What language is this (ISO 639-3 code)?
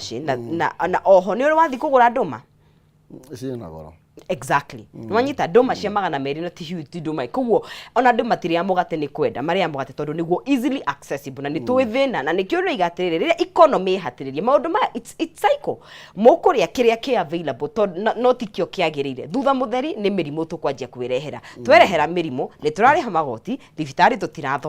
kik